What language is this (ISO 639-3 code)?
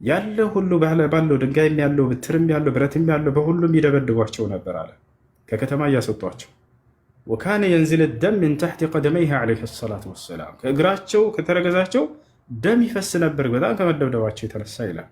amh